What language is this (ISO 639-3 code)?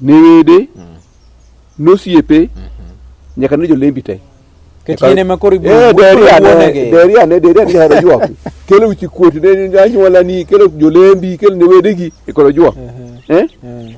luo